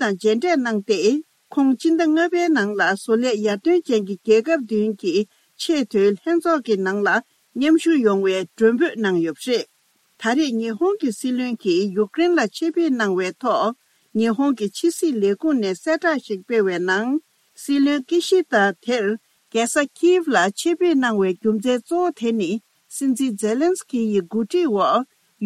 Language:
Tibetan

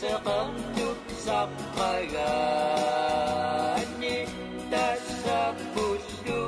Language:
Kalaallisut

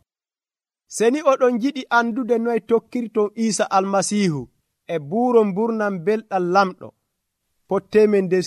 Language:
Nigerian Fulfulde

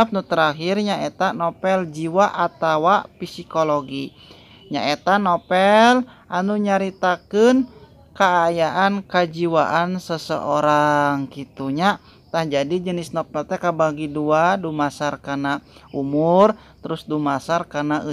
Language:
Sundanese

